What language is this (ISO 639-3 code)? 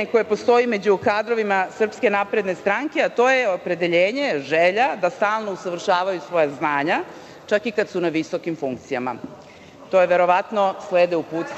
srp